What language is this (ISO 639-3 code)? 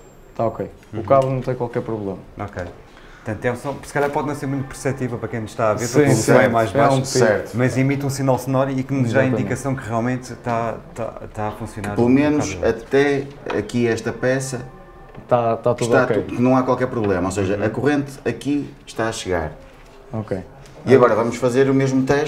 por